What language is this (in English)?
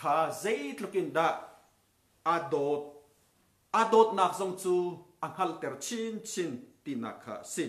Hakha Chin